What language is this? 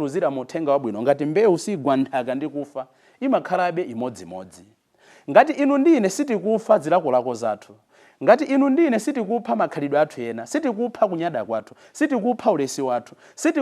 Nyanja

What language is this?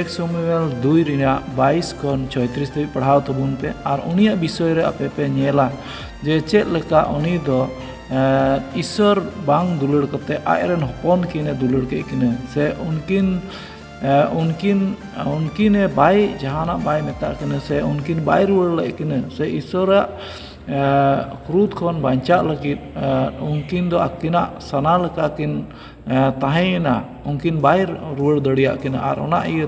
Santali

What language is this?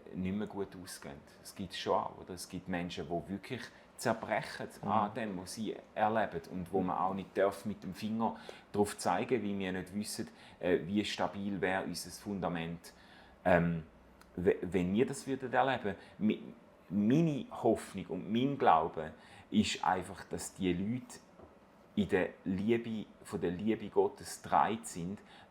Swiss German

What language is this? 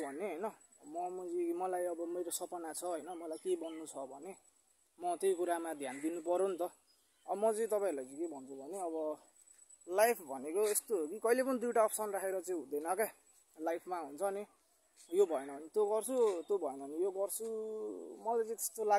Nepali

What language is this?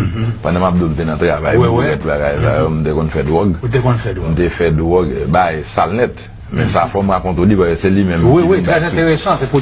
Haitian Creole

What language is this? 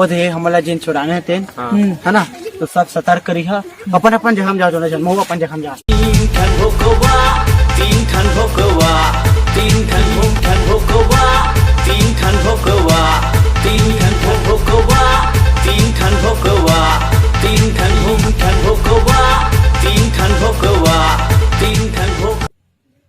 Chhattisgarhi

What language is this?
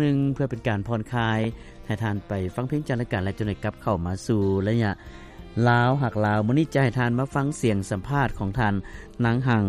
Lao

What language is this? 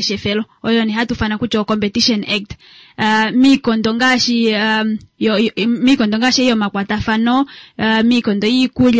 Kuanyama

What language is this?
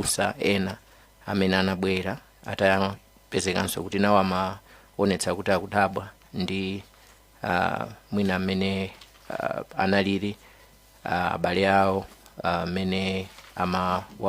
Nyanja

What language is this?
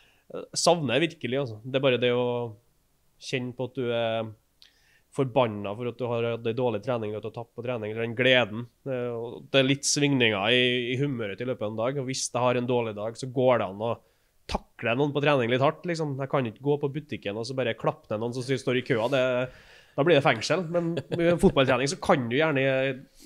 Norwegian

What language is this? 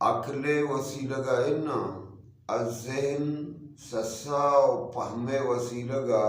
Eastern Balochi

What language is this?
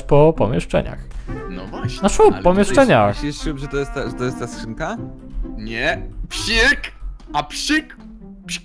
Polish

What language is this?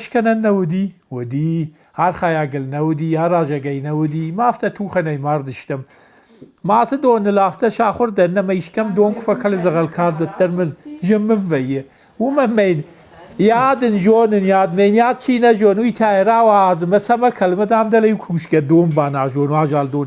Ossetic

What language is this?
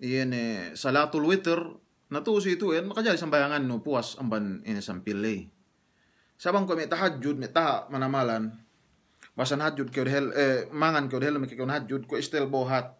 Yakan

